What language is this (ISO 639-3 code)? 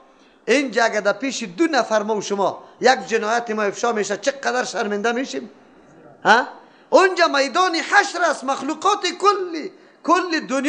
fas